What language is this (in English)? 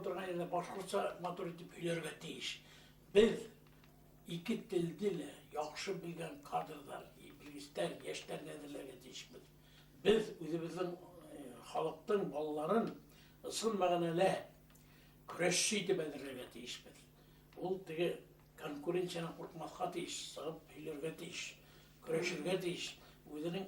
Bashkir